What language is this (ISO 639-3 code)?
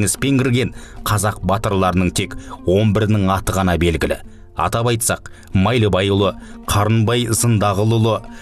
kaz